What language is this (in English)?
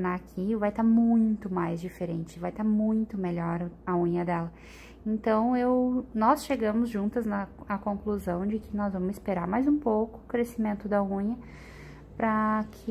Portuguese